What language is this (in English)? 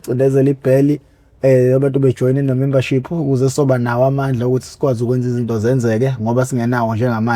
Zulu